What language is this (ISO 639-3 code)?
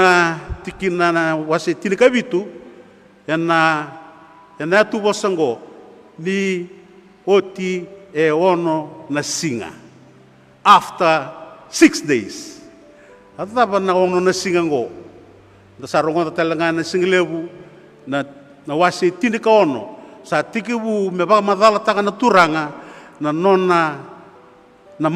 fij